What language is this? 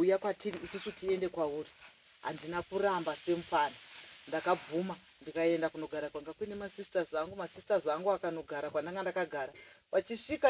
Shona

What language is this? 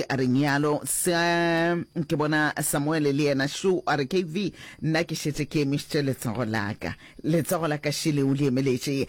Northern Sotho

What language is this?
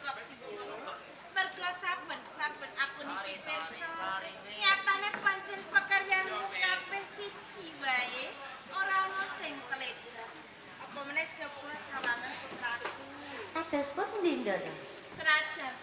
Javanese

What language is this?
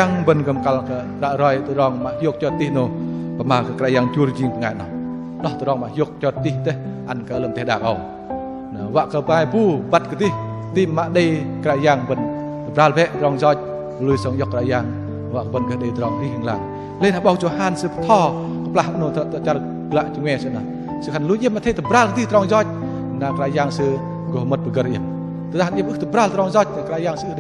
Bahnar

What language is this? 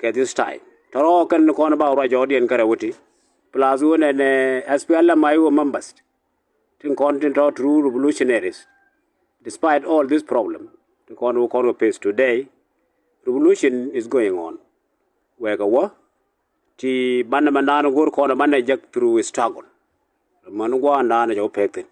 Nuer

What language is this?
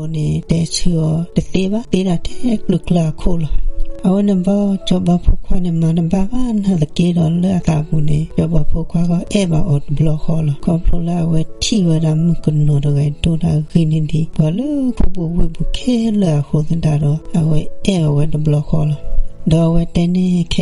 S'gaw Karen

